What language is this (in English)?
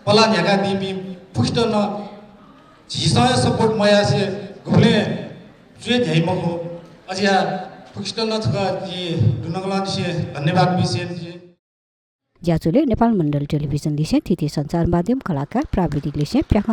Newari